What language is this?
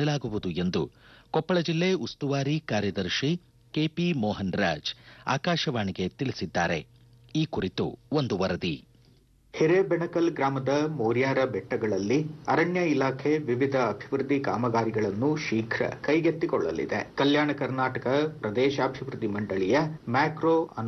Kannada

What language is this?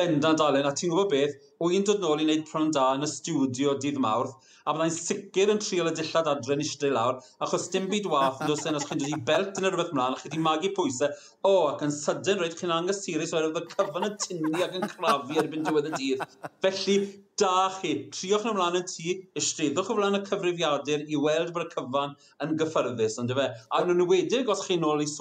Welsh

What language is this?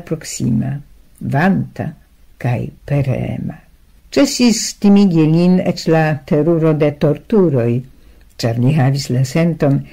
Esperanto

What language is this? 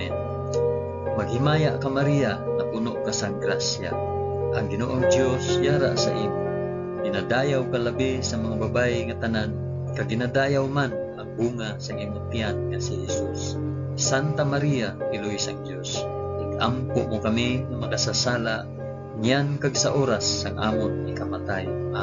Hiligaynon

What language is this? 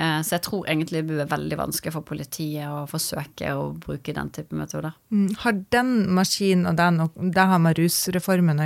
Norwegian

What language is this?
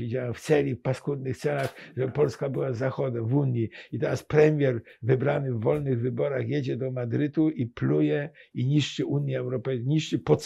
Polish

